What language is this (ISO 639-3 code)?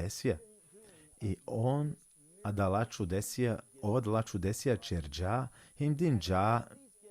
rmn